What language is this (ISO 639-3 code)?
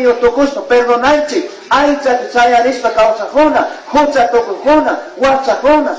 qug